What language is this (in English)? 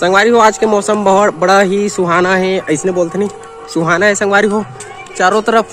Chhattisgarhi